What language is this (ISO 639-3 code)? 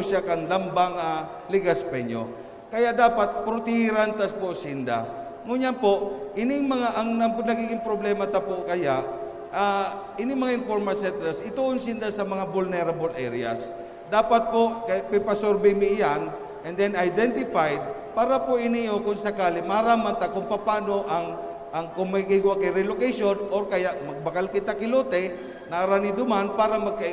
bik